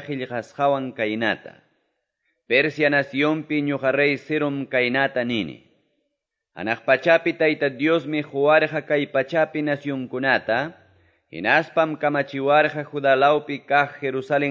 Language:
Quechua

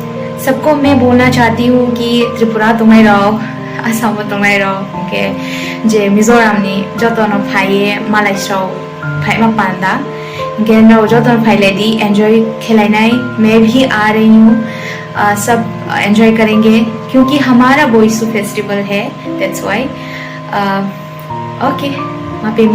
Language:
Riang (India)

